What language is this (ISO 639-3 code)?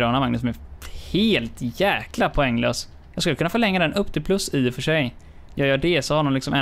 swe